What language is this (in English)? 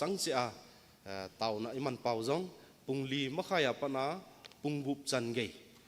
Thado Chin